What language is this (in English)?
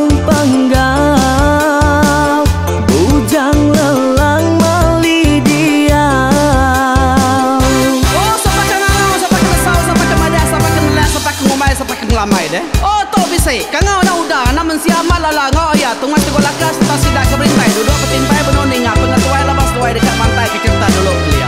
Iban